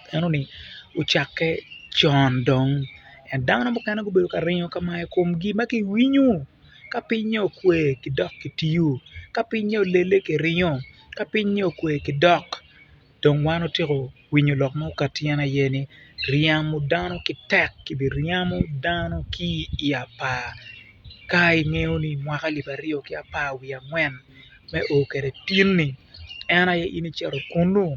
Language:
Acoli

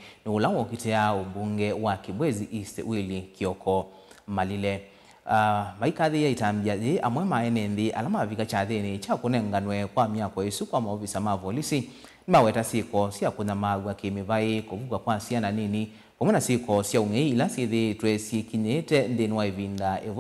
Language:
Kamba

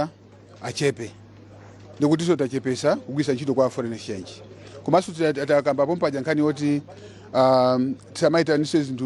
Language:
Nyanja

